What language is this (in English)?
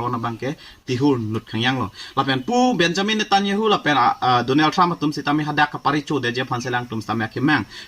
Karbi